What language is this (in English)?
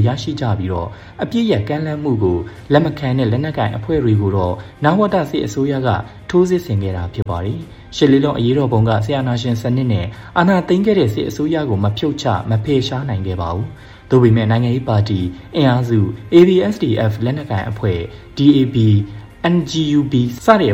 Burmese